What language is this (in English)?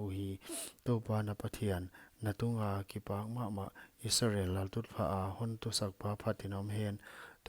Paite Chin